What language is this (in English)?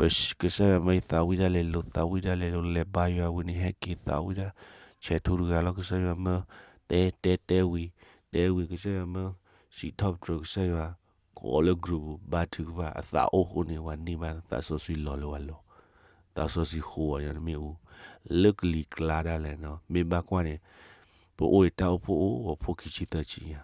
S'gaw Karen